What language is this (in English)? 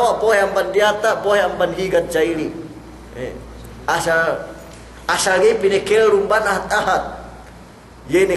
Yakan